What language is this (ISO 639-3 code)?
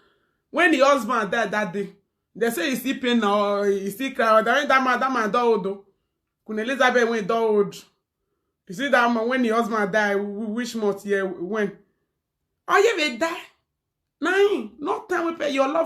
pcm